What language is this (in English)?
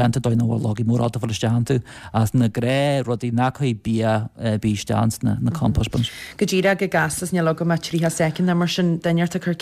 Irish